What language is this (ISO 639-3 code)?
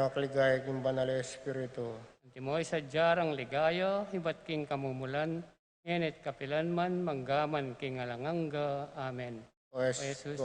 pam